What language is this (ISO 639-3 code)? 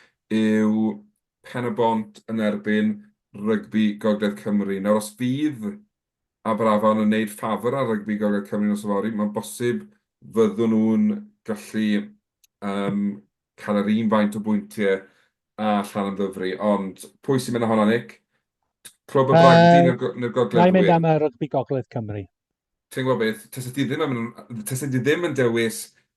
cym